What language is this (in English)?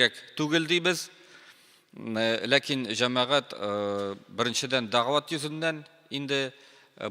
Tatar